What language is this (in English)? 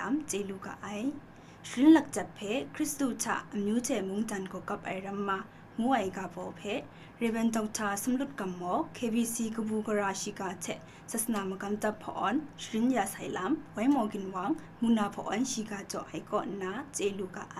Kachin